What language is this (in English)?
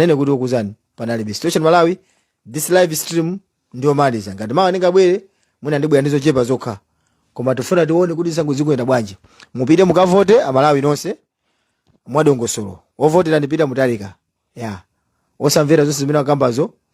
Nyanja